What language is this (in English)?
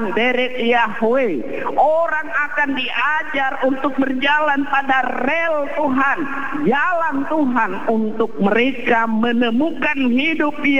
Indonesian